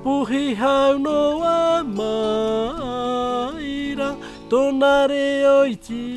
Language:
Tahitian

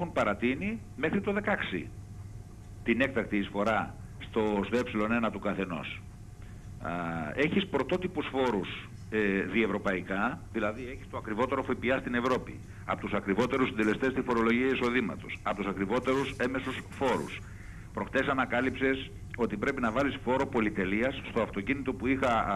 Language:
Greek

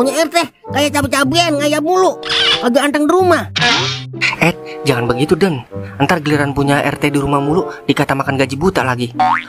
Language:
Betawi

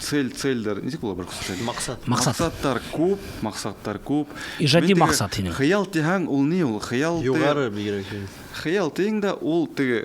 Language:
Bashkir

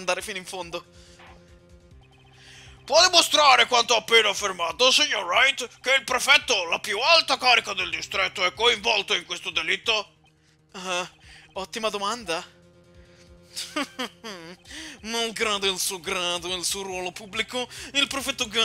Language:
Italian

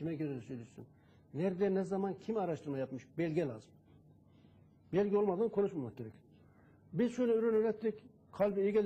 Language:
Turkish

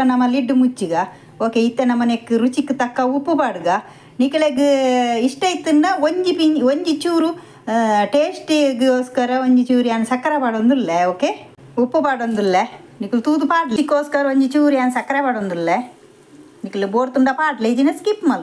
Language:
Tulu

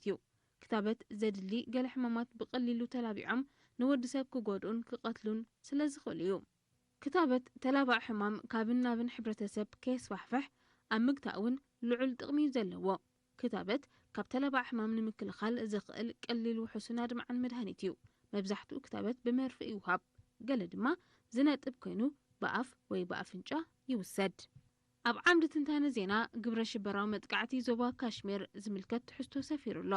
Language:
Tigrinya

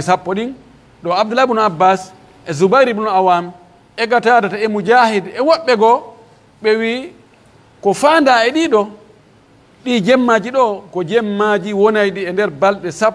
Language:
Pular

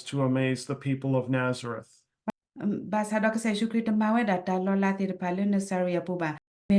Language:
S'gaw Karen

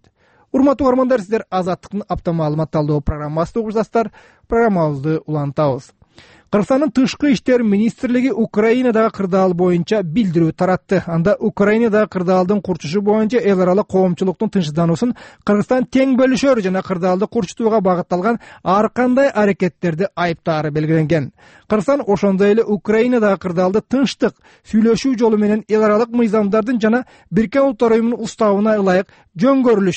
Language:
Kyrgyz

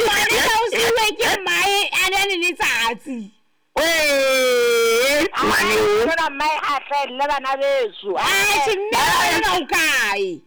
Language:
Southern Sotho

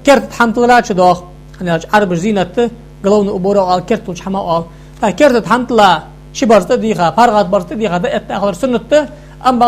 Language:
Ingush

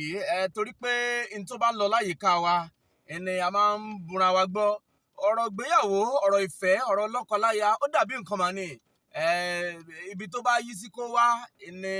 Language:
Yoruba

